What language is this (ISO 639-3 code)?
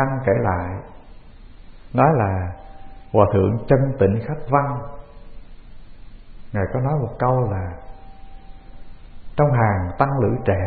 vie